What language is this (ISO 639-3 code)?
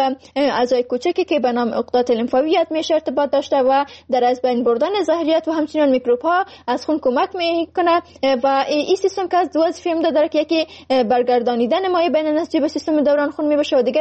fas